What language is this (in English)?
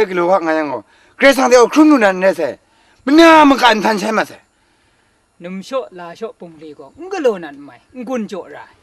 Kachin